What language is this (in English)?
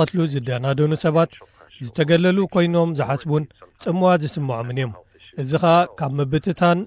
Tigrinya